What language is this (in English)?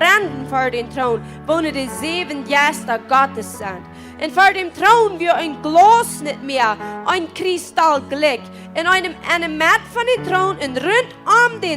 Plautdietsch